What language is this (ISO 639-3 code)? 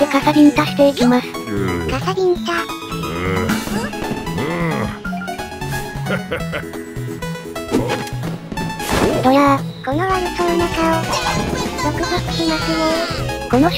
jpn